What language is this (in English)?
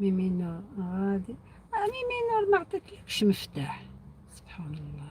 Algerian Arabic